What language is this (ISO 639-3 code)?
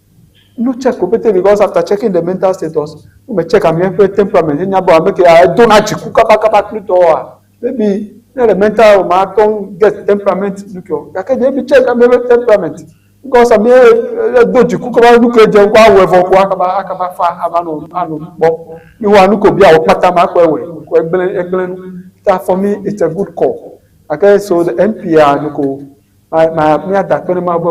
ewe